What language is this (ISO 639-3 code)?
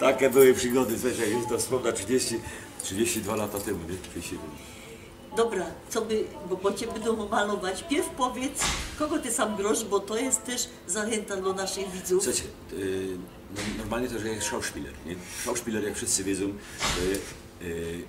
szl